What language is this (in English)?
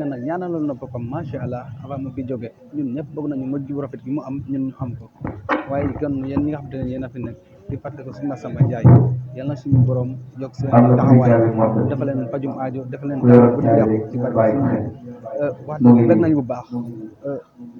Wolof